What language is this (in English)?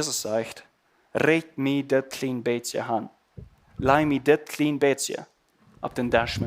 Plautdietsch